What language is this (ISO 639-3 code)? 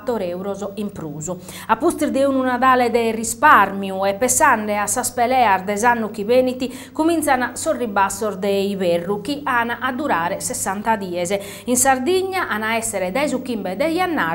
srd